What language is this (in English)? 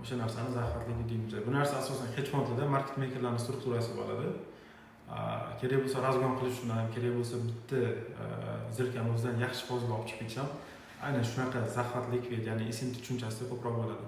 Uzbek